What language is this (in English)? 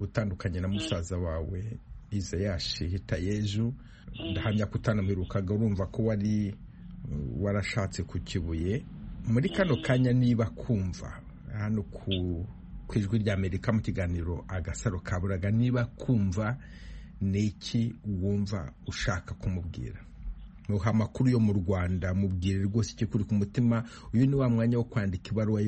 Kinyarwanda